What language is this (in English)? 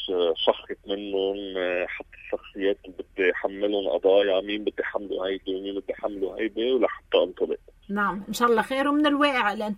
North Levantine Arabic